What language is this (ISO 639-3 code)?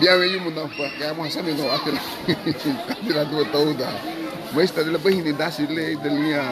cab